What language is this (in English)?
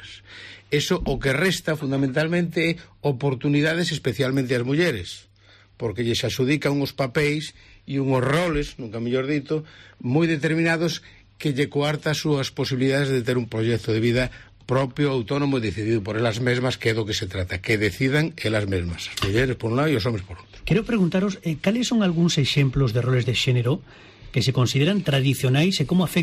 Galician